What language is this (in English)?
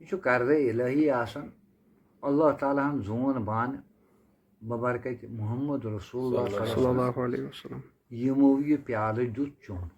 Kashmiri